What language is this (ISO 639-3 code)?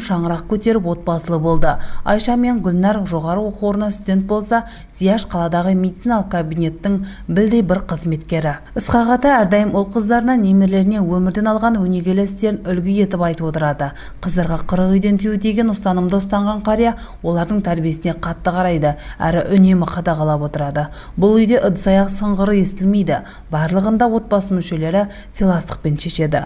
kaz